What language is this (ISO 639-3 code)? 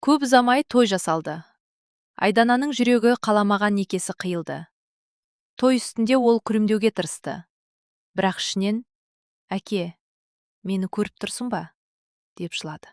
kaz